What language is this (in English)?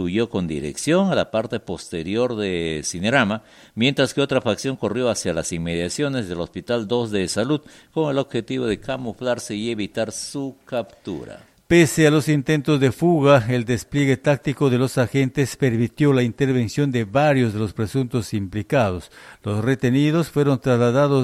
Spanish